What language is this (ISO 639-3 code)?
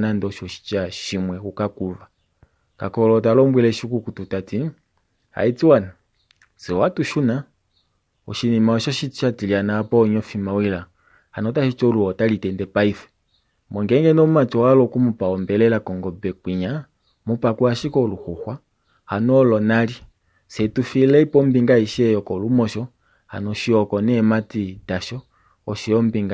kua